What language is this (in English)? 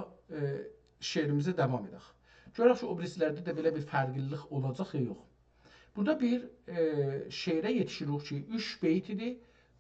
South Azerbaijani